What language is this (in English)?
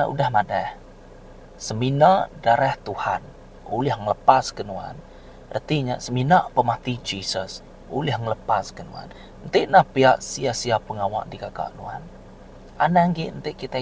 Iban